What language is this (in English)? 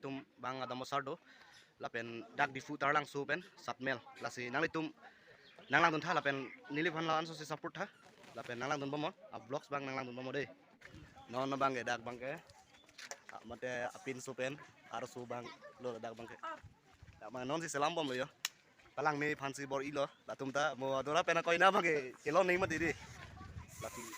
Karbi